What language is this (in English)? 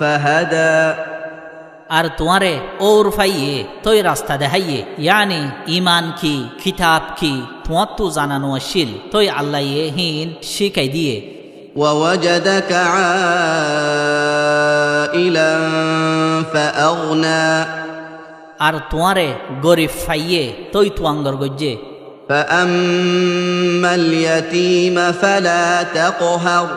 Rohingya